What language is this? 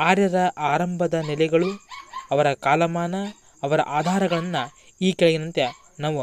Kannada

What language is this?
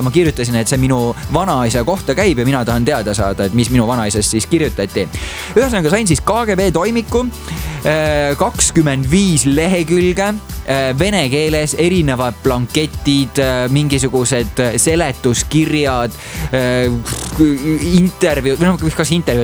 Estonian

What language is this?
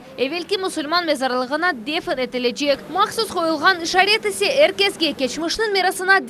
Crimean Tatar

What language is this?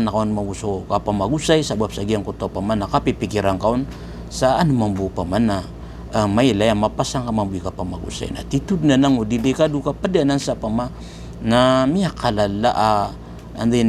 Maranao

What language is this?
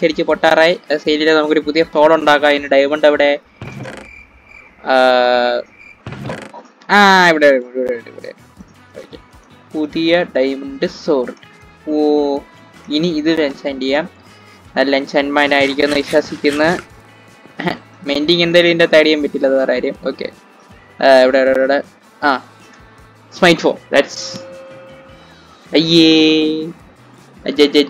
Malayalam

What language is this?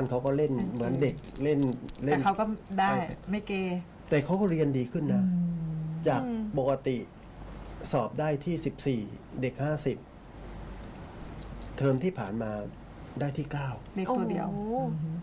Thai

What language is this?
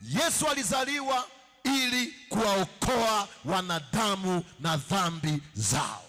Swahili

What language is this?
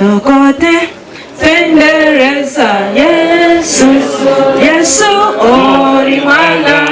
Nyankole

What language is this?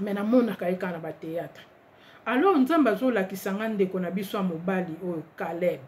Lingala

